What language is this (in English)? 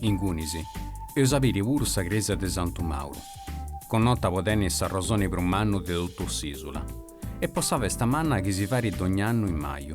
Sardinian